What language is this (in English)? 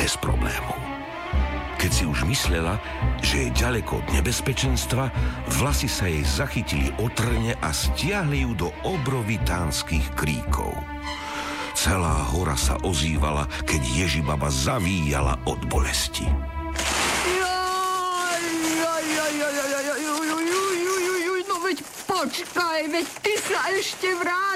Slovak